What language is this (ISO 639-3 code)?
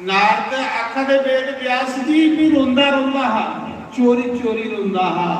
doi